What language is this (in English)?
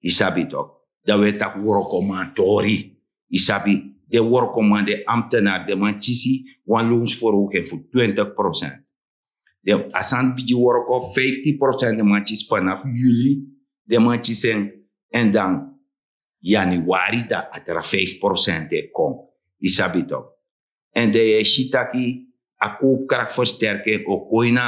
Sranan Tongo